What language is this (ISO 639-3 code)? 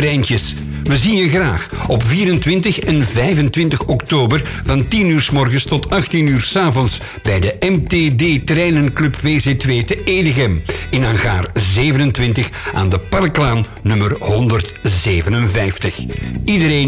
nld